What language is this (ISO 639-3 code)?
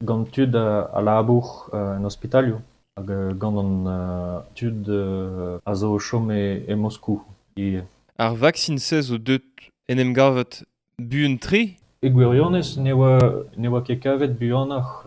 bre